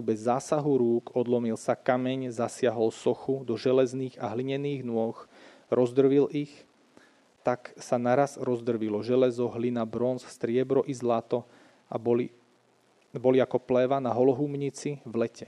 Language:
Slovak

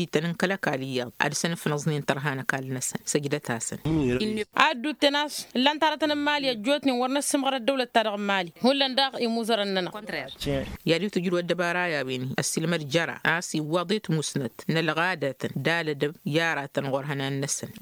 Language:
Tamasheq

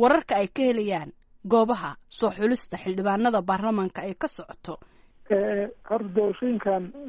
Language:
Somali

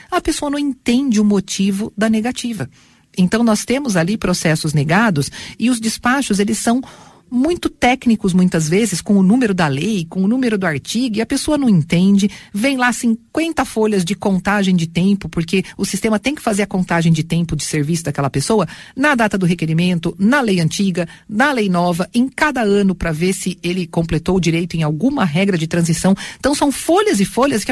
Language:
Portuguese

